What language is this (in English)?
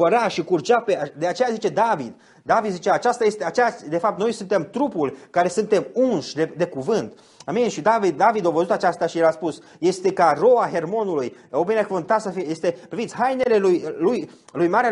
Romanian